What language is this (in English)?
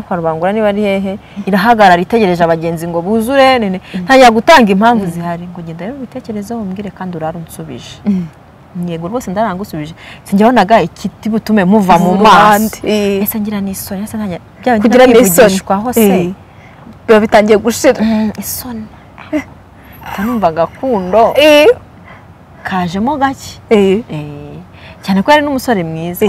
Kinyarwanda